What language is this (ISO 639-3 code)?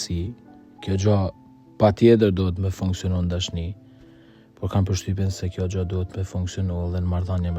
sqi